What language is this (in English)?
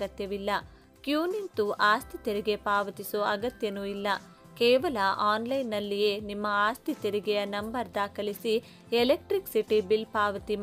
Kannada